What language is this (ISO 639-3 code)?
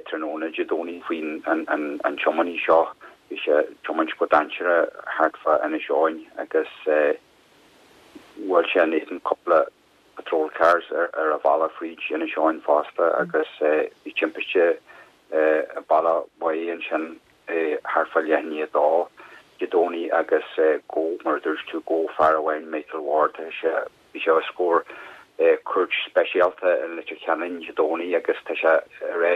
gle